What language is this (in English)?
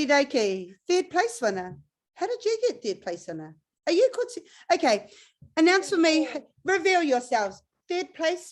Māori